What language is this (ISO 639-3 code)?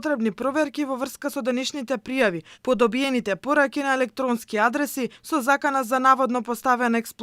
mkd